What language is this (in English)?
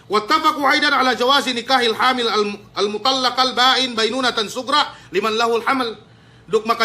Yakan